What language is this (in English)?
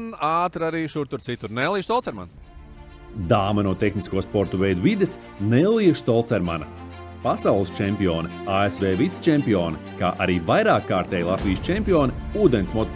Latvian